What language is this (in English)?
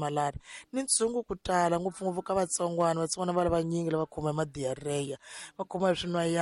Tsonga